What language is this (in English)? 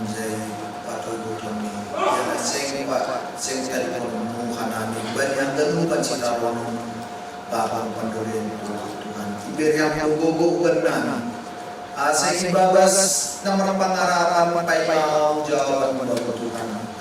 Batak Simalungun